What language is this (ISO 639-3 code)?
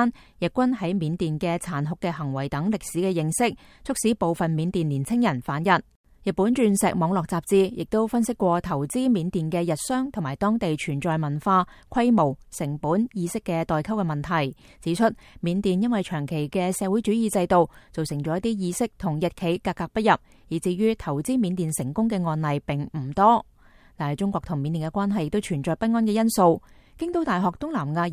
yue